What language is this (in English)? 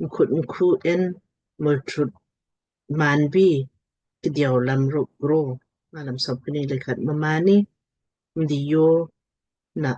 Lamkang